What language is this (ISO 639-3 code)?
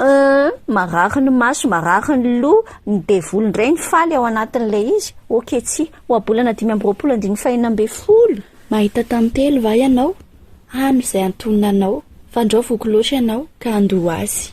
mlg